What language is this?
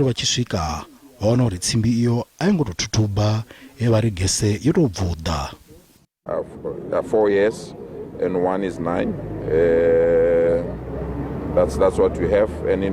Venda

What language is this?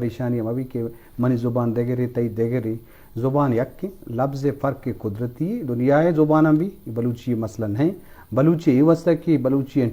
Eastern Balochi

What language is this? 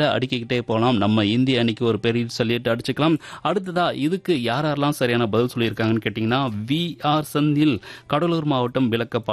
Tamil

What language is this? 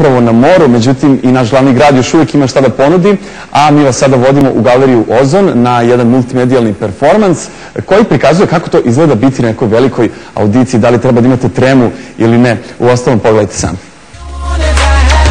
Serbian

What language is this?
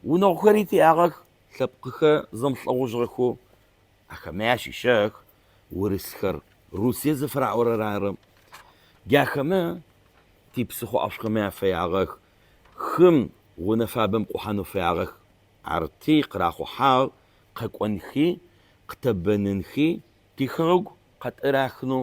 Adyghe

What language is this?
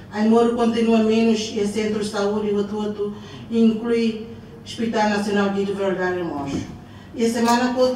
Tetum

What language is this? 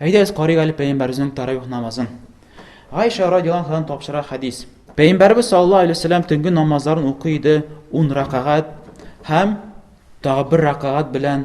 Tatar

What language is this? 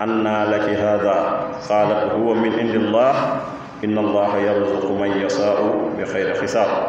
Wolof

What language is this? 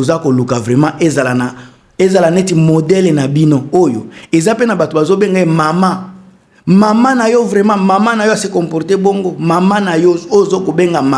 Lingala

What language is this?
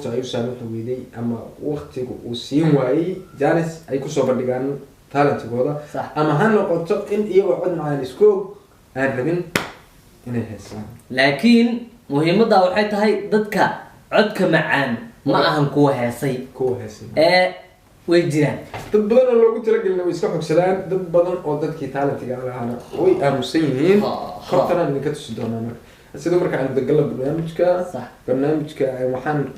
Somali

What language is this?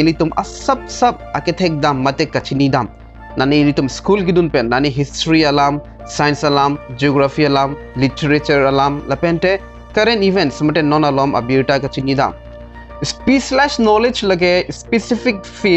Karbi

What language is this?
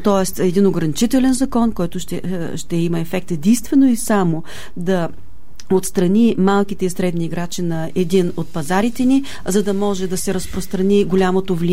Bulgarian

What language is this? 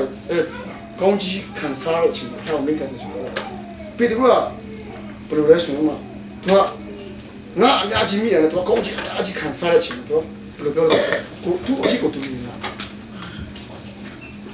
Burmese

